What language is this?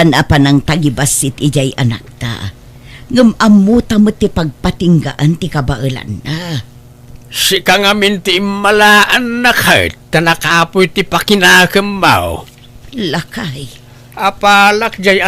Iloko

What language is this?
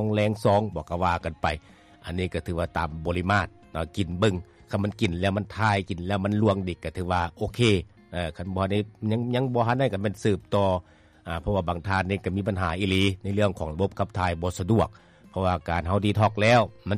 Lao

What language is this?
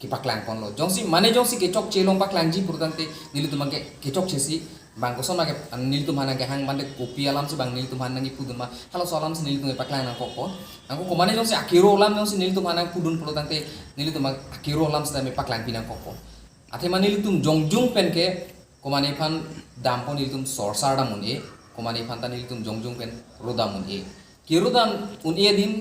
Karbi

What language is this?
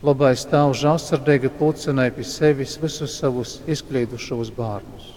Latgalian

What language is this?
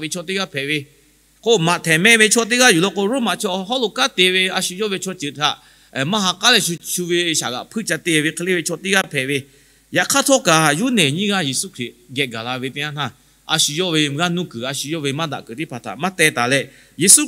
Lahu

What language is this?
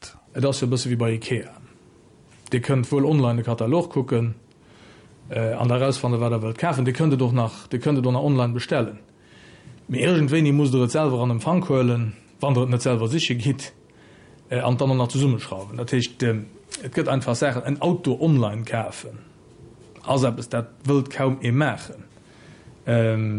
Luxembourgish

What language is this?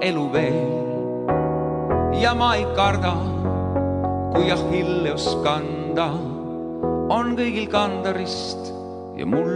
Estonian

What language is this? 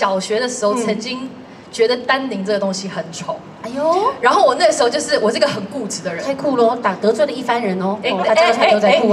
Chinese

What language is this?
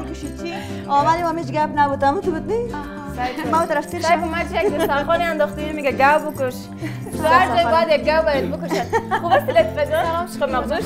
Persian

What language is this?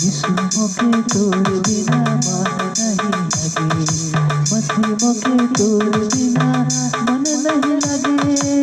Sadri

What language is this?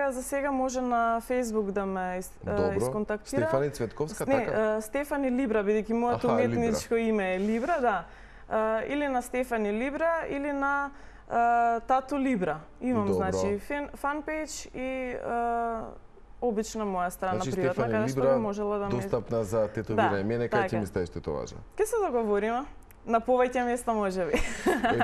Macedonian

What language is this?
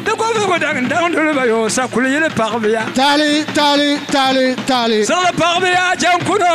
Dagbani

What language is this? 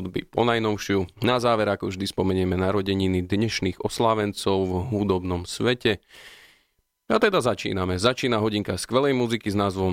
Slovak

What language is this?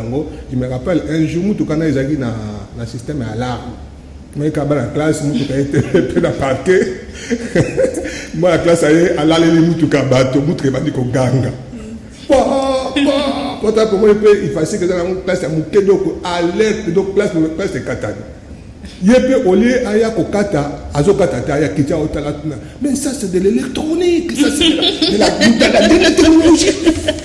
Lingala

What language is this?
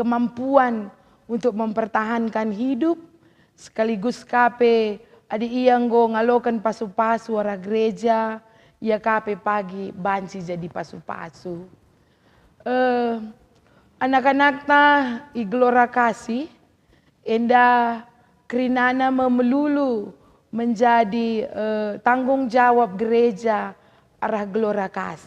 Batak Karo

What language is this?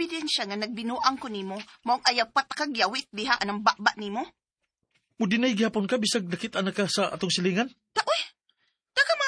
Cebuano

